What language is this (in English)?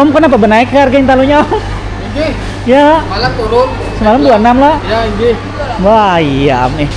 Banjar